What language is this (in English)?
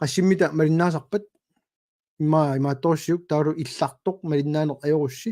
Kalaallisut